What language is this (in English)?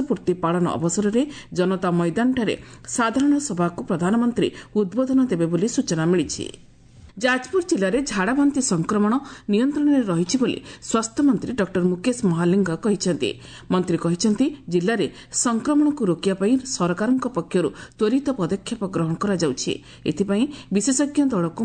Odia